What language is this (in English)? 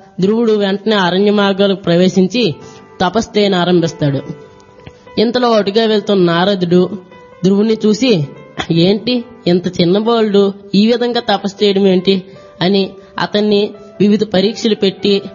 Telugu